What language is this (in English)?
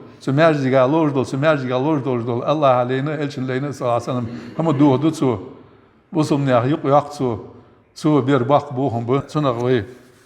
Ingush